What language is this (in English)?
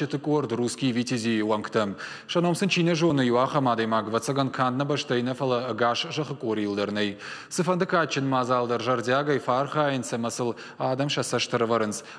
Ossetic